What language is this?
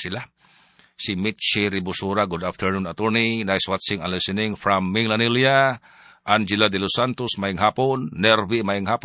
Cebuano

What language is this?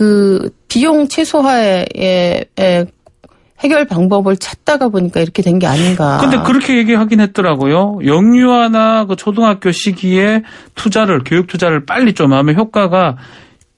Korean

